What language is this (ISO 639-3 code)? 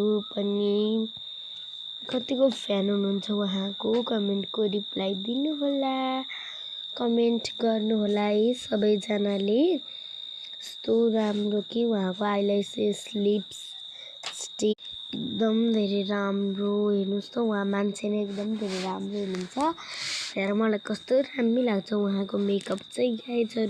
nep